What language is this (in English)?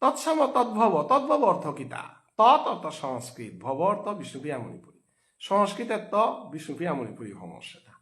Bishnupriya